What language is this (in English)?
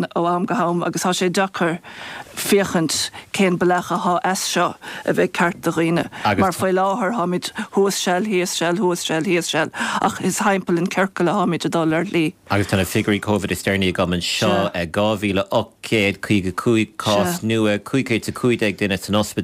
Irish